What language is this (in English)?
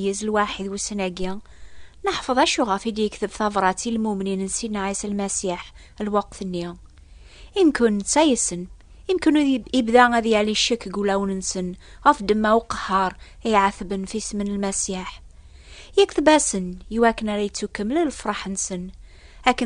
Kabyle